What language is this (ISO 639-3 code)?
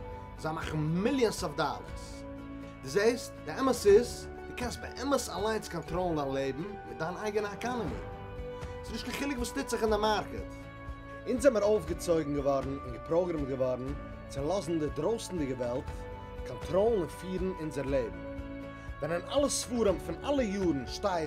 yid